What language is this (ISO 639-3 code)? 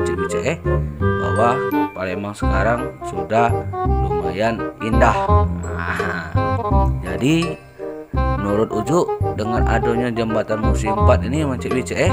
mui